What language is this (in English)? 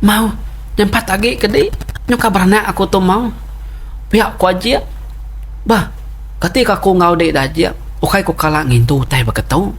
Iban